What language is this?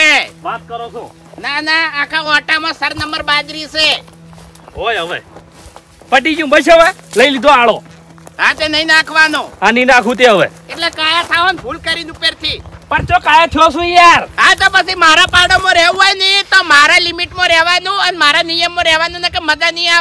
Gujarati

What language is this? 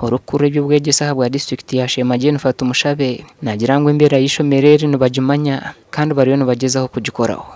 Nyankole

